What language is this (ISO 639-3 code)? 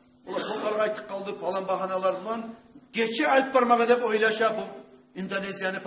kum